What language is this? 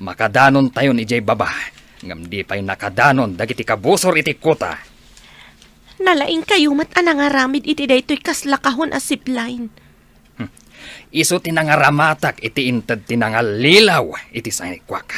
Iloko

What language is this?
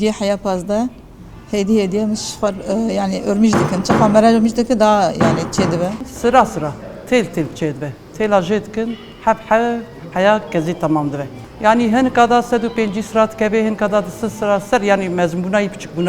Kurdish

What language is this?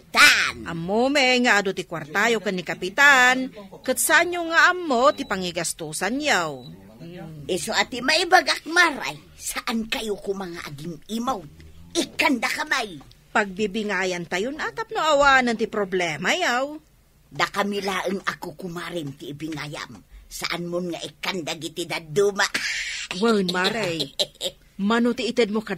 Iloko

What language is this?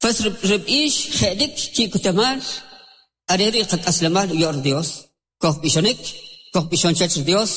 Kʼicheʼ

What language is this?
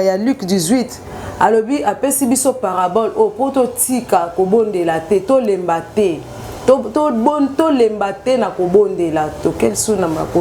Lingala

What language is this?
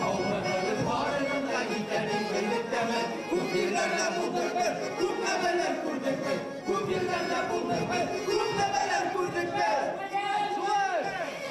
Bashkir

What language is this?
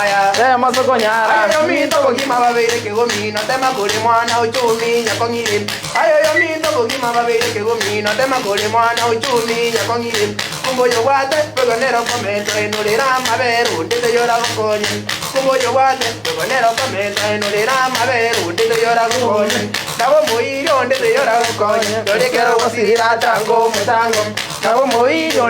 Gusii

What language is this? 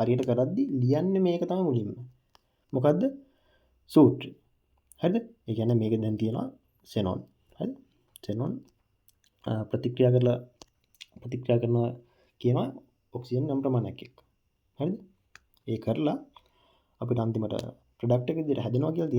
Sinhala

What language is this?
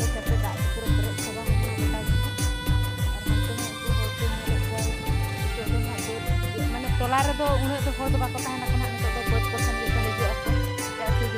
Santali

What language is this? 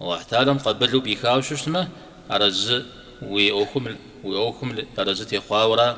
Kabardian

